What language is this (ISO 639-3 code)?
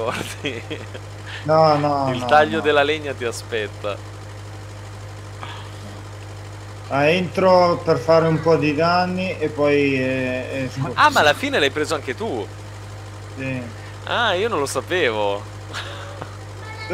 ita